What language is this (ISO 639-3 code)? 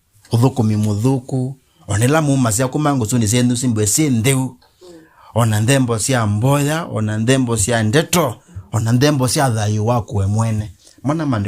kam